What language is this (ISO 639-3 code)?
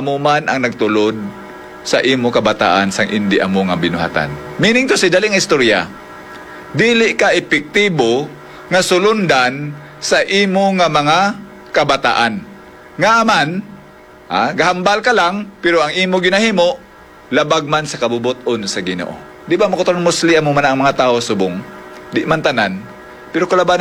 hil